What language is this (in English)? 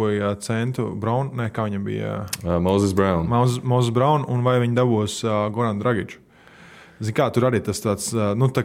Latvian